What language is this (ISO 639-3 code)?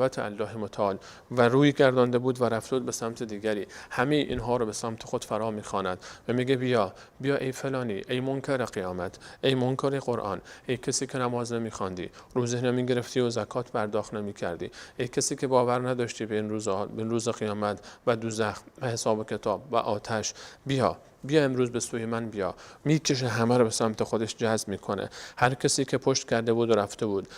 fas